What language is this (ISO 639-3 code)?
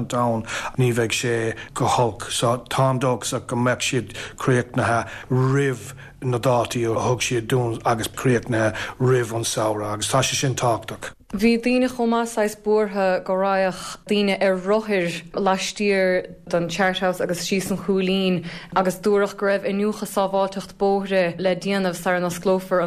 gle